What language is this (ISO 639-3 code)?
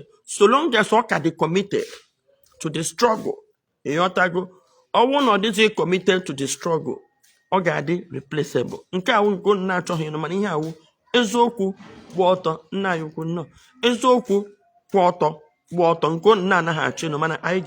ibo